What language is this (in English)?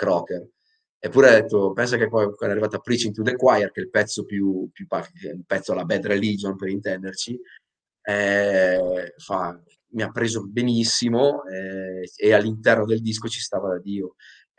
Italian